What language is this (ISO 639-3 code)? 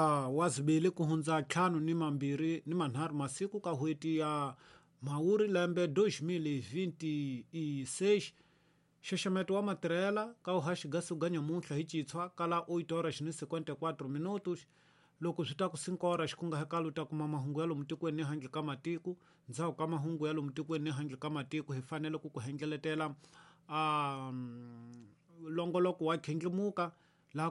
tso